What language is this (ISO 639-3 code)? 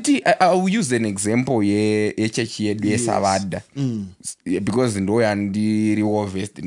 sna